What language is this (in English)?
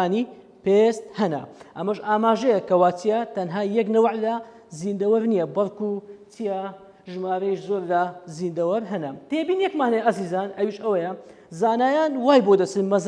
Central Kurdish